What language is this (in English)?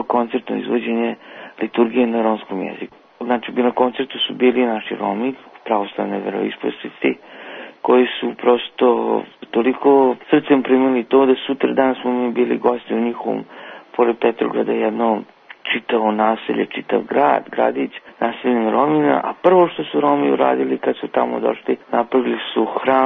Serbian